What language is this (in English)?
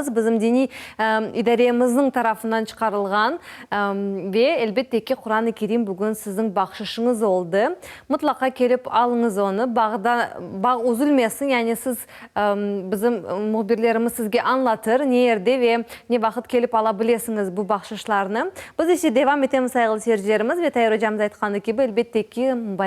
Crimean Tatar